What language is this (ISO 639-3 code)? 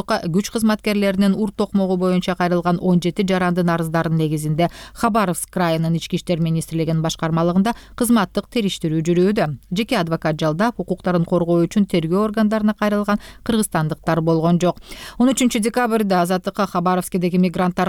kir